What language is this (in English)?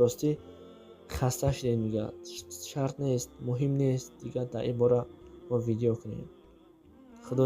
Tajik